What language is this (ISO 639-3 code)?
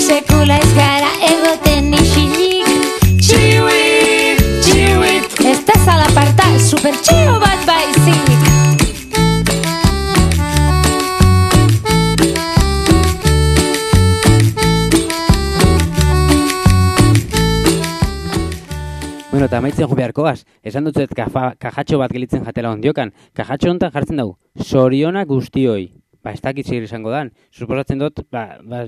eus